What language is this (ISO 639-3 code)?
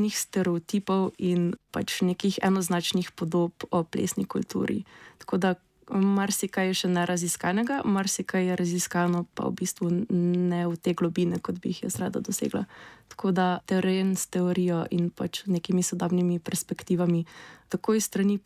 slv